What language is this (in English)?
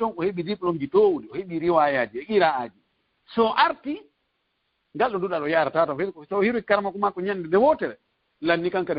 Fula